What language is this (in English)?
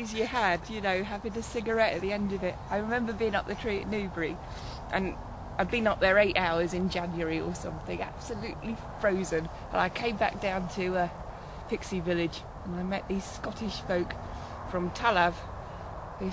English